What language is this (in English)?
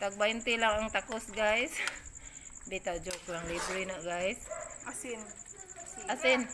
Cebuano